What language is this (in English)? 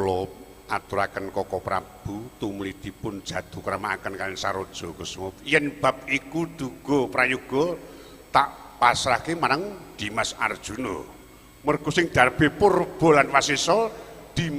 Javanese